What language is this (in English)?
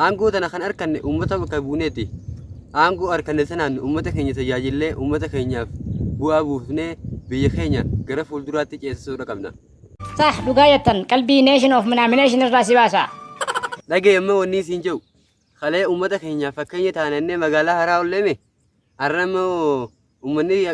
Oromo